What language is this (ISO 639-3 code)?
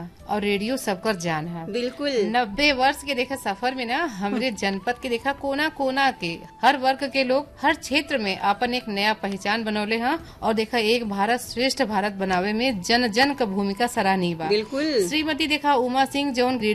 bho